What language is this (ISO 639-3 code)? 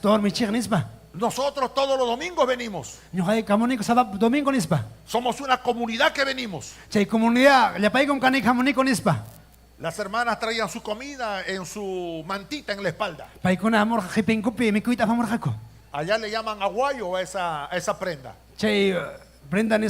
quy